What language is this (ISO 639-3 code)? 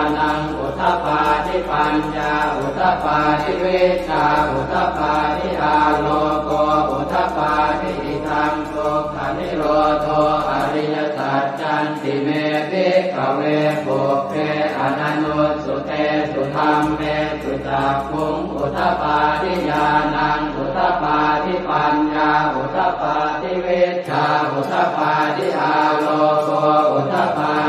pli